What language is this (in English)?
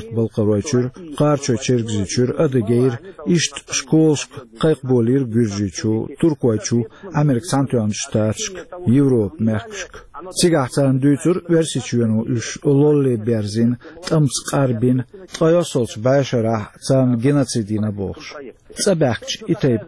Chechen